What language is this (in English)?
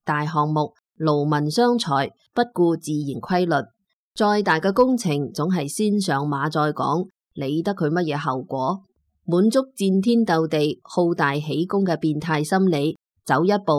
Cantonese